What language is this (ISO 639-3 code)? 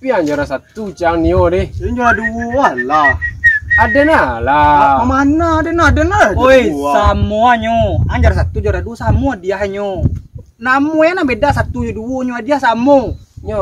min